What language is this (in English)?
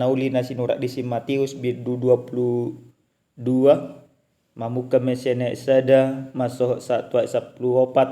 Batak Toba